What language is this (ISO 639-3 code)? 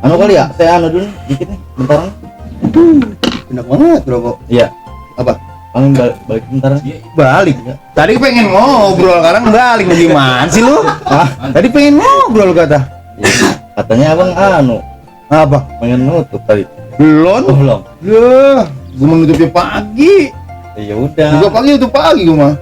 bew